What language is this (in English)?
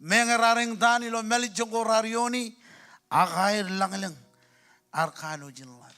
Marshallese